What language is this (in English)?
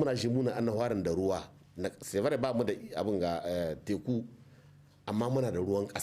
Hausa